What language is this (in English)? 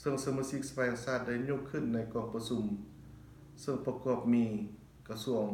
Lao